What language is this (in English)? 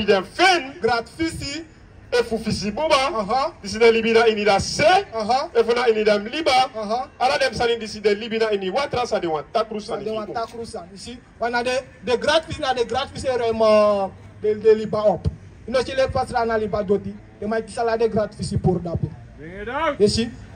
Sranan Tongo